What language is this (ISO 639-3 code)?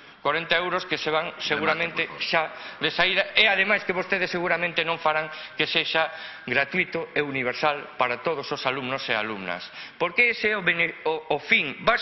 glg